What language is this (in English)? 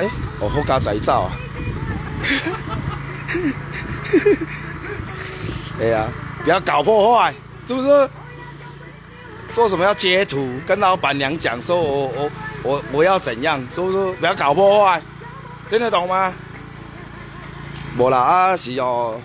Chinese